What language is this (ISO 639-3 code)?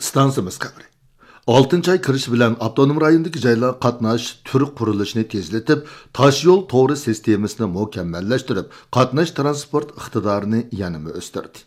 uig